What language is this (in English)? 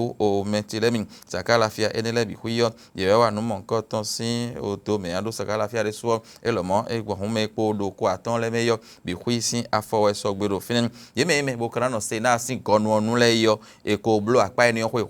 Fon